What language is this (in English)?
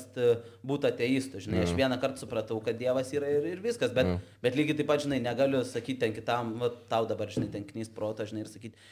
Lithuanian